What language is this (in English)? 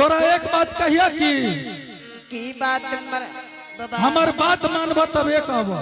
Angika